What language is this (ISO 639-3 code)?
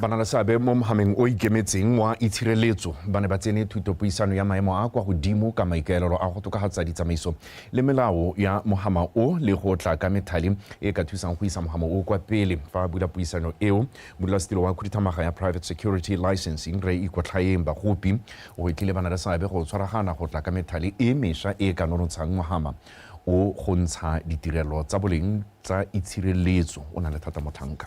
tsn